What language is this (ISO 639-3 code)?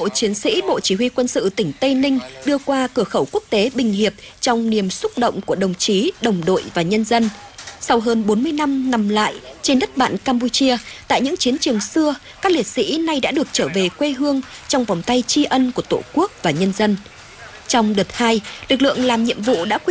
vie